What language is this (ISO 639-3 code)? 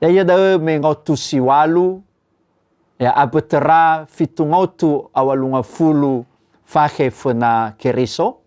nia